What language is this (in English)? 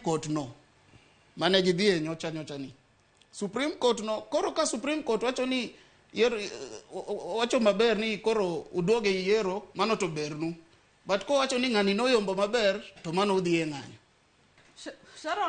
Luo (Kenya and Tanzania)